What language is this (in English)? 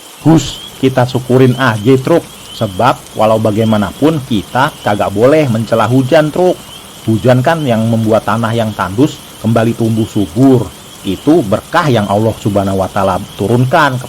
Betawi